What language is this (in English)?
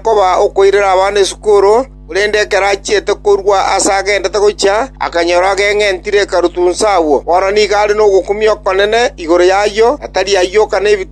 Gusii